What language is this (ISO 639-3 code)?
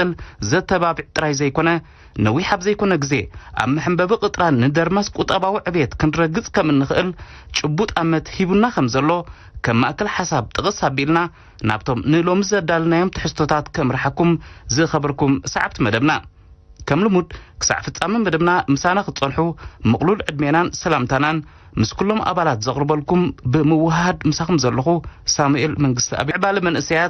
tir